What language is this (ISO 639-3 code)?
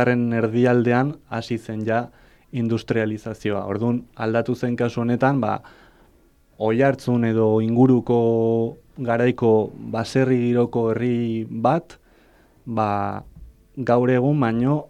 eus